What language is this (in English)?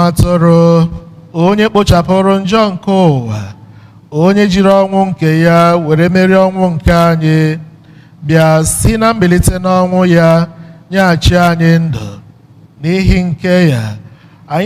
Igbo